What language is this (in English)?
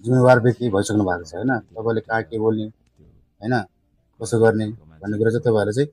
Nepali